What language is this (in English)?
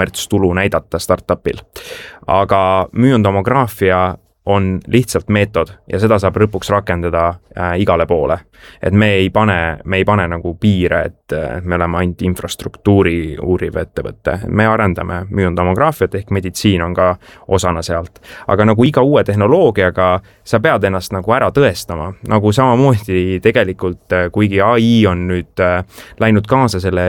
Estonian